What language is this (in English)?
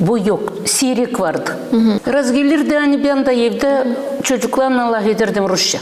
Gagauz